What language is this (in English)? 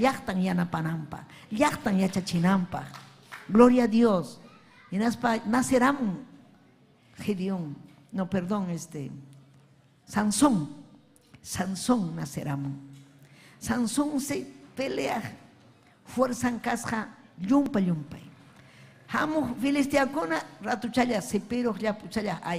Ayacucho Quechua